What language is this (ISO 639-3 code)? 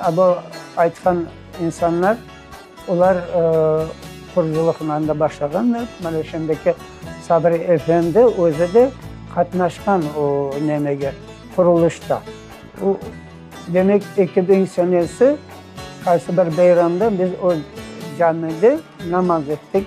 crh